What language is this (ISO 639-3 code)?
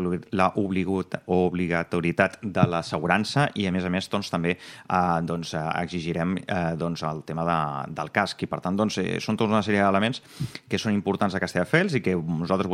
cat